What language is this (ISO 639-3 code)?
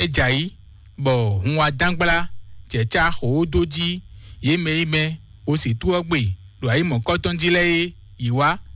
fon